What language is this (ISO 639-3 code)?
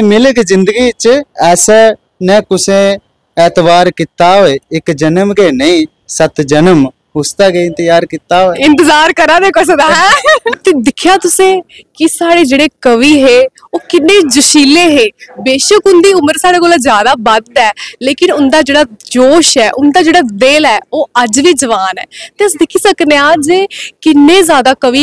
doi